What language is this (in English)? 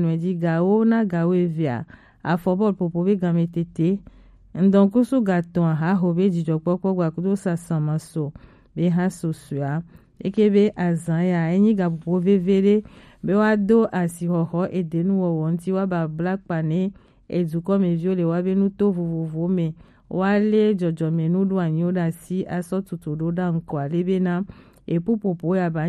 Gen